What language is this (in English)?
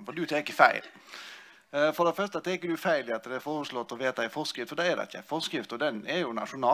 Norwegian